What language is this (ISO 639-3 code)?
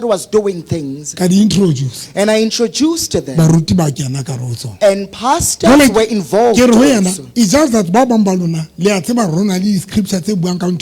sot